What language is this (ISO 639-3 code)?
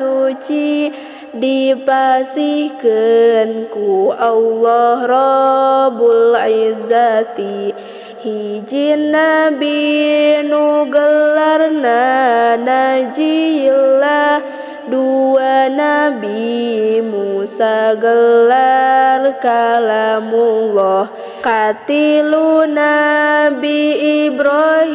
sun